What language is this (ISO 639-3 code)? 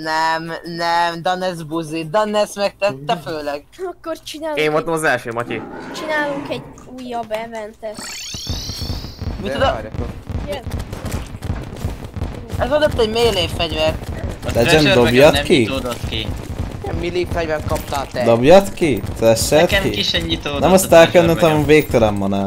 hun